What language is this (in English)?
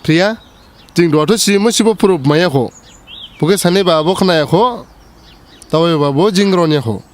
Dimasa